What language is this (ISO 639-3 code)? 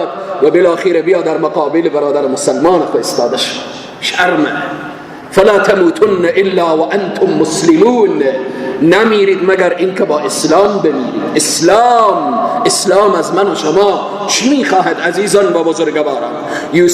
fas